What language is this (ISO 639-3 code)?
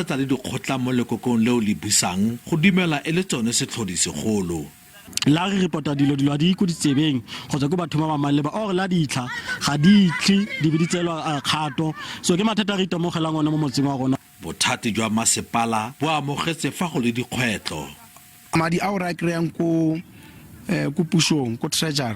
tsn